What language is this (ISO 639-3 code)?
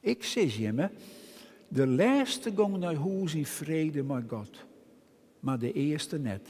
fry